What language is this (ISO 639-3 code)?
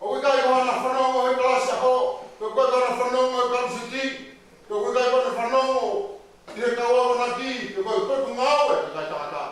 ton